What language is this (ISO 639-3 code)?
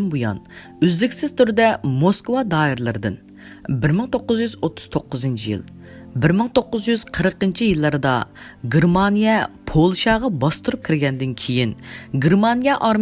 uig